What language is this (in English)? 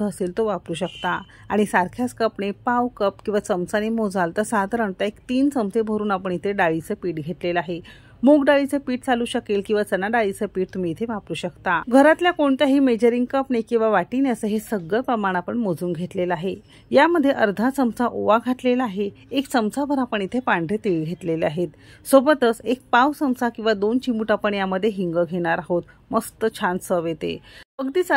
Marathi